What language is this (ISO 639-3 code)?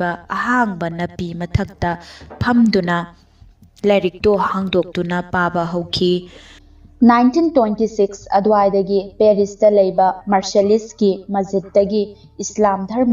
mni